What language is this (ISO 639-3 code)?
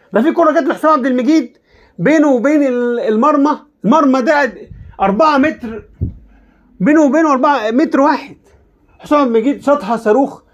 arz